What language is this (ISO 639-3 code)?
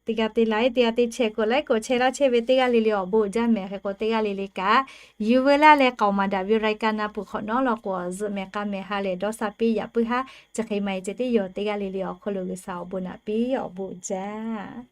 lhu